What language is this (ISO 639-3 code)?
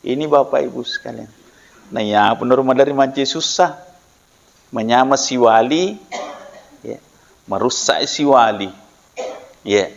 bug